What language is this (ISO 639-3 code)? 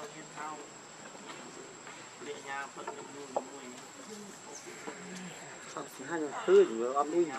vie